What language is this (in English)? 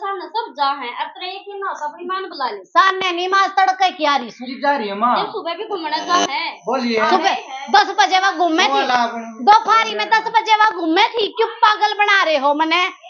Haryanvi